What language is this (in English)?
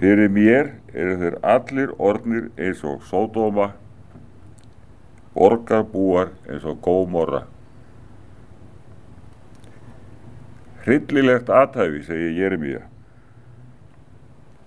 Icelandic